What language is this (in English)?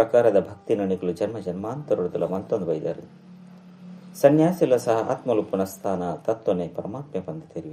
Tulu